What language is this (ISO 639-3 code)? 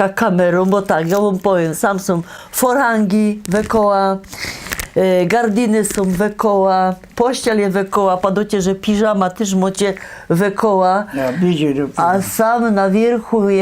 szl